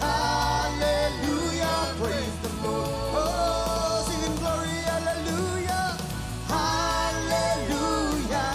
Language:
Marshallese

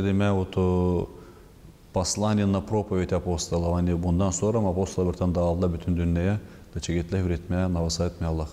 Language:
Gagauz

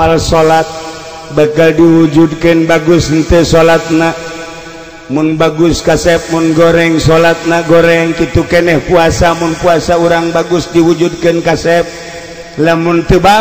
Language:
Sundanese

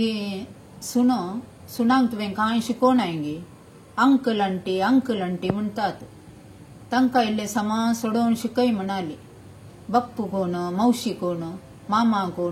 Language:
Konkani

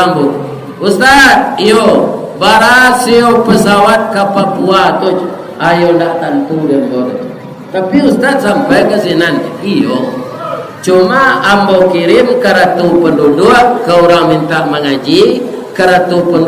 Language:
Minangkabau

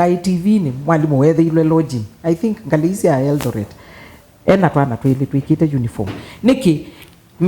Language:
Kamba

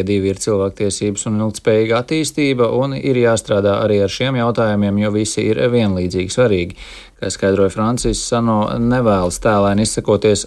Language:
Latvian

